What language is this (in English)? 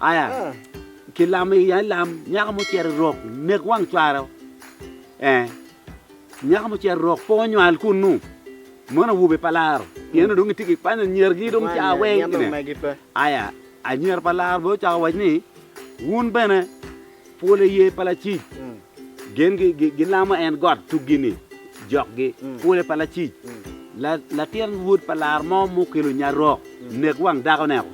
Acoli